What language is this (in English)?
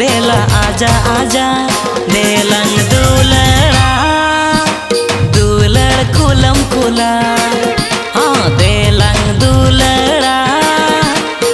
Santali